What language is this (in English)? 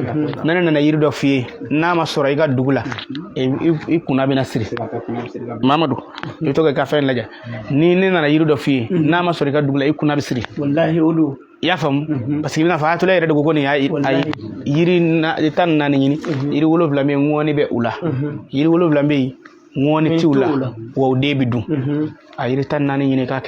Bambara